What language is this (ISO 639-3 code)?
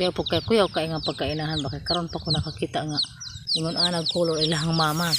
ceb